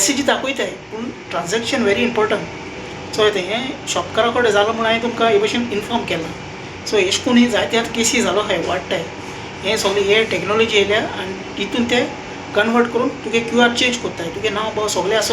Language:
Konkani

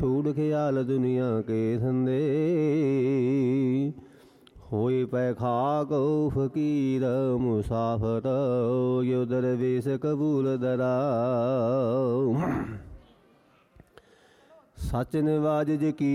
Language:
Punjabi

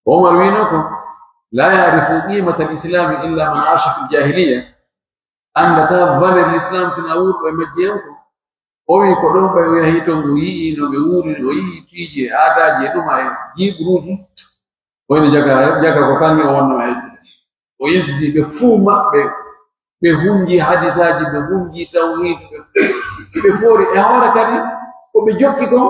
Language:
Pular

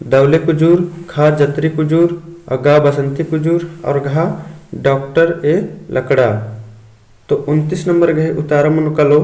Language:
Kurukh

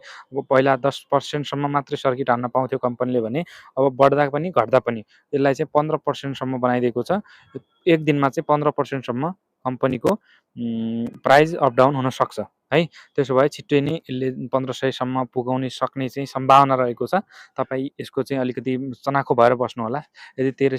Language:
Nepali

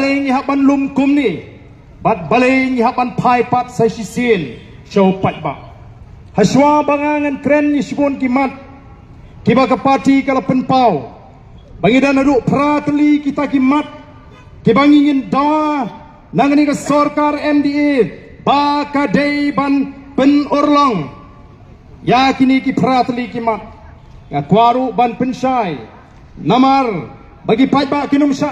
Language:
Khasi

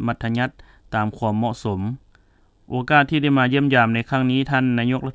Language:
Lao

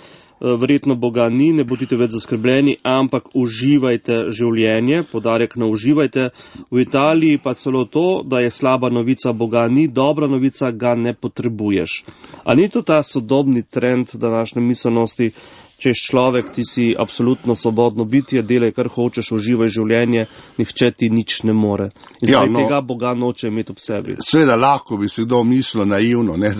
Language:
Slovenian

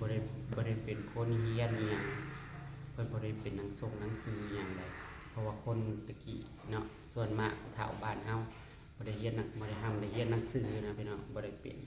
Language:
Northeastern Thai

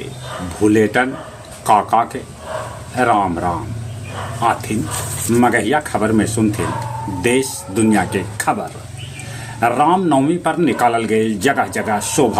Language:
Magahi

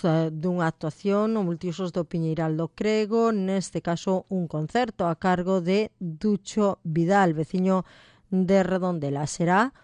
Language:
Galician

